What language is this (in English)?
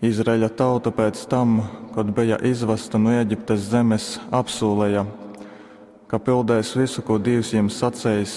Latgalian